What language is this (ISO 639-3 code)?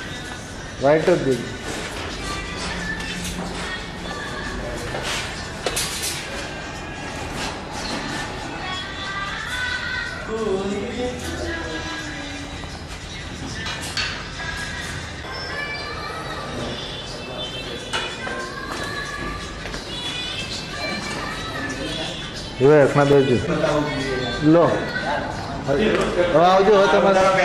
guj